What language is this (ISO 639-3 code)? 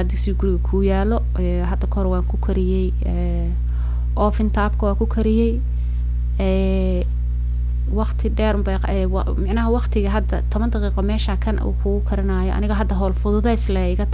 som